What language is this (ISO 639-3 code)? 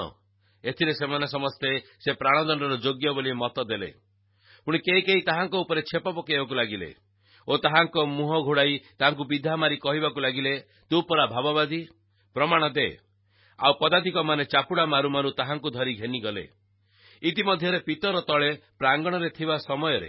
ori